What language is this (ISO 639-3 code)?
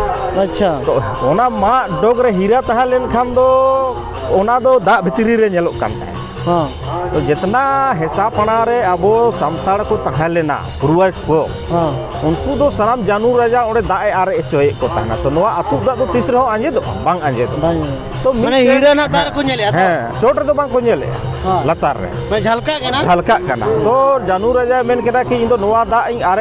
sat